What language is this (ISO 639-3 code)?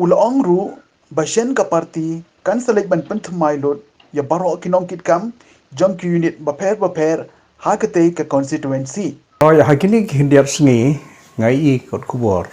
kha